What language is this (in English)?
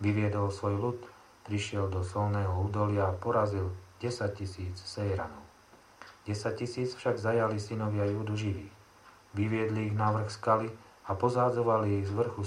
Slovak